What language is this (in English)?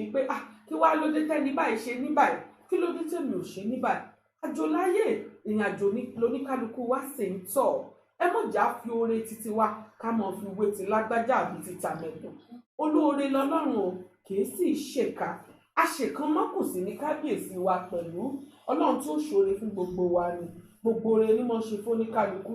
Yoruba